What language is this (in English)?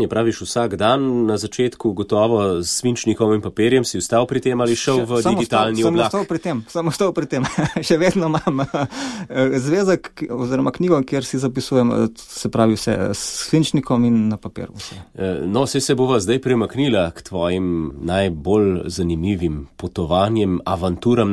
Slovenian